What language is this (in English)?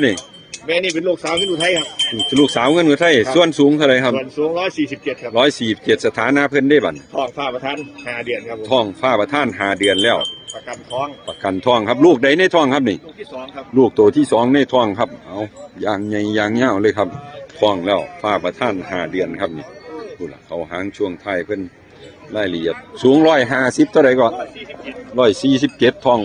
Northeastern Thai